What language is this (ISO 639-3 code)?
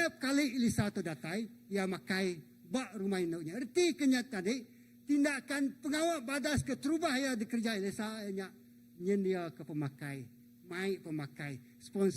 iba